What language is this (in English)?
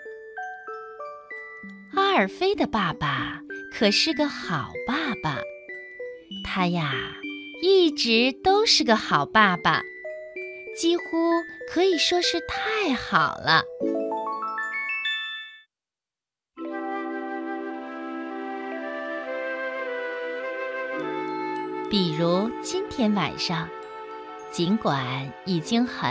Chinese